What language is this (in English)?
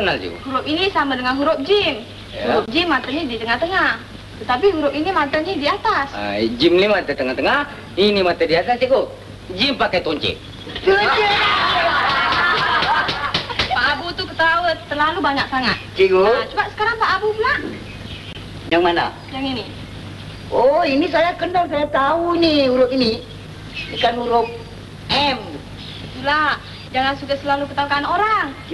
Malay